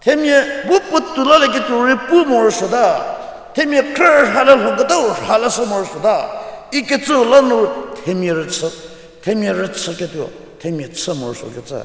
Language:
Angami Naga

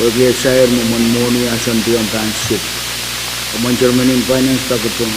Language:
Pohnpeian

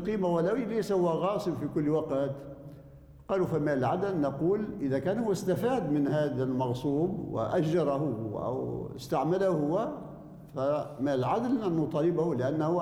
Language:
Arabic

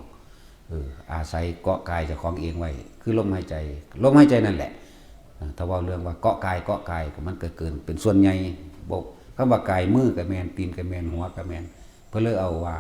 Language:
Northeastern Thai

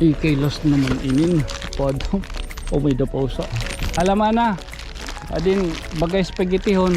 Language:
Waray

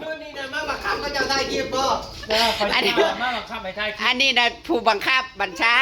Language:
Northeastern Thai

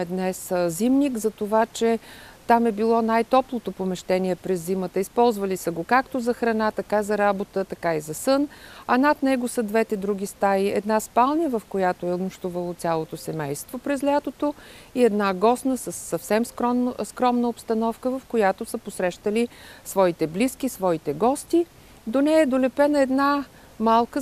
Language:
Bulgarian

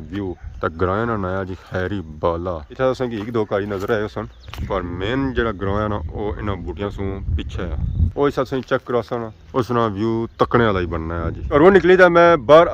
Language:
Pahari-Potwari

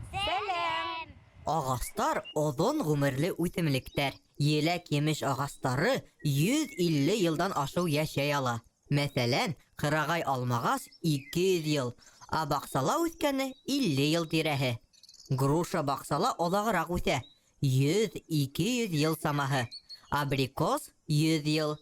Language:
Bashkir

